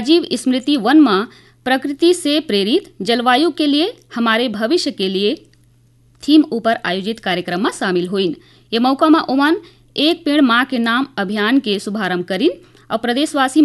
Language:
Chhattisgarhi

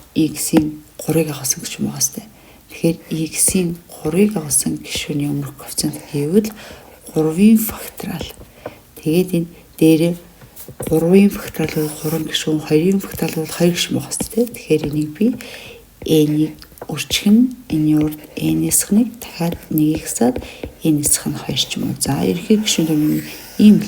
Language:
Mongolian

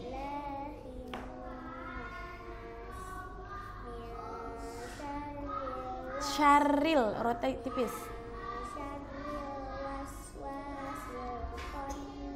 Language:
Indonesian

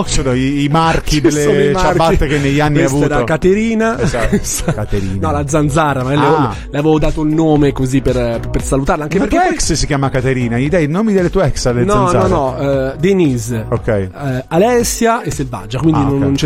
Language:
Italian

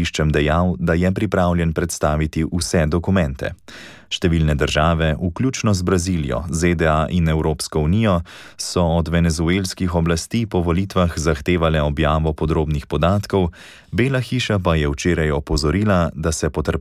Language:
Slovenian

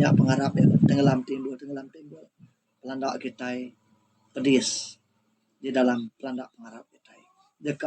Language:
Iban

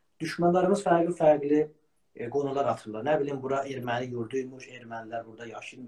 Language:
South Azerbaijani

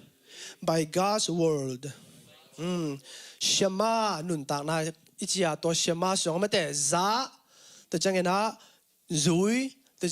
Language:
Tedim Chin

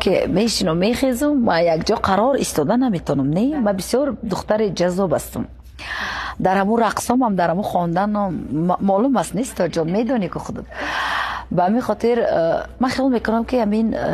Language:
Tajik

